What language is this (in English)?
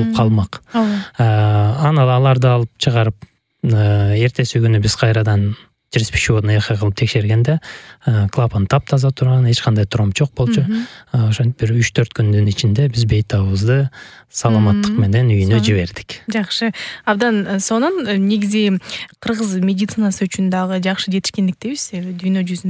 Kyrgyz